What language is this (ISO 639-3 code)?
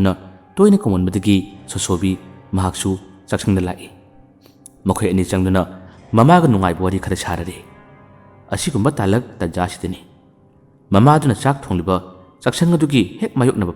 mni